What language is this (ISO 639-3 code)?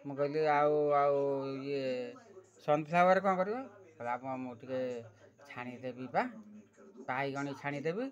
ori